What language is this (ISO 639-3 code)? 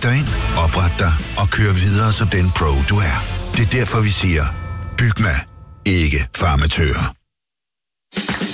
dan